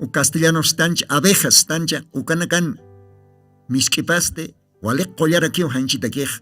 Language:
Aymara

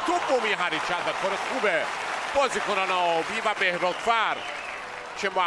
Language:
Persian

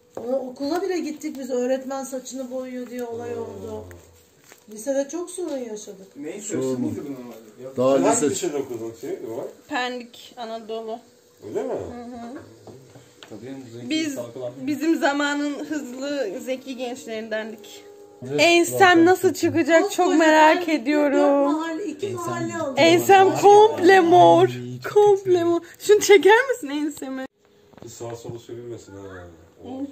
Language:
Turkish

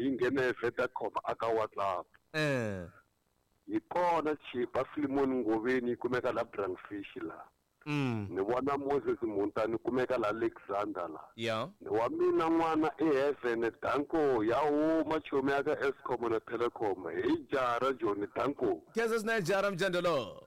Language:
Tsonga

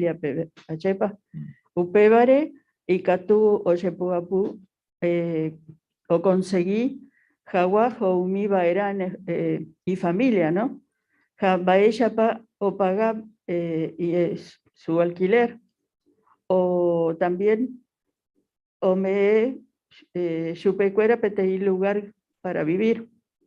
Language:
Guarani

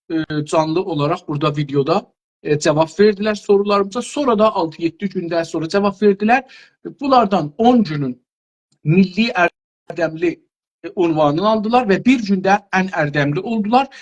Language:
South Azerbaijani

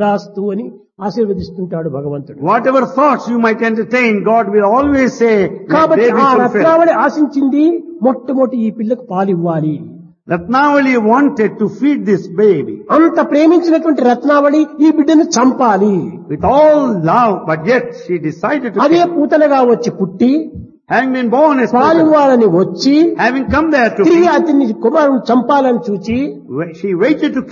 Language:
Telugu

